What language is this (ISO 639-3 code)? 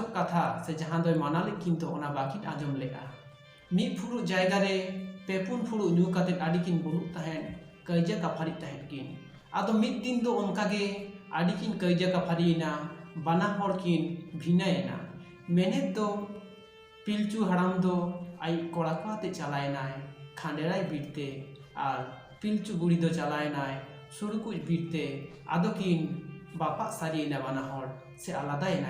sat